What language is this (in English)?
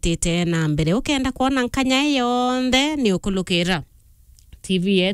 Meru